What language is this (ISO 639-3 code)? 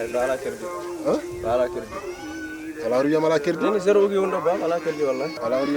ful